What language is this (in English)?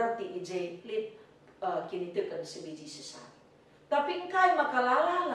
Batak Karo